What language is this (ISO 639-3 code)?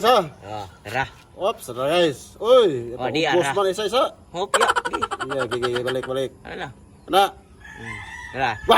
ceb